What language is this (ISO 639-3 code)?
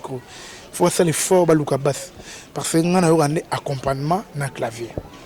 lin